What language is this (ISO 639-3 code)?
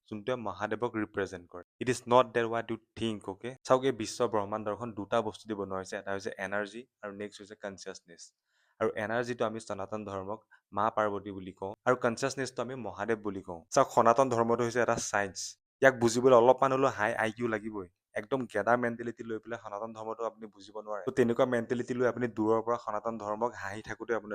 asm